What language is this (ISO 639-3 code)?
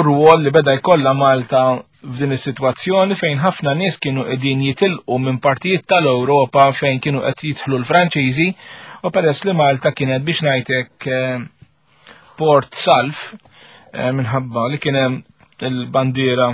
mlt